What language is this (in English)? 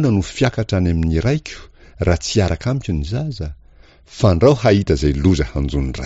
Malagasy